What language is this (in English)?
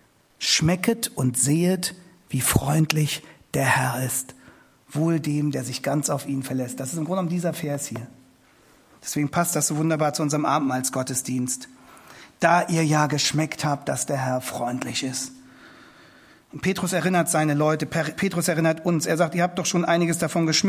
German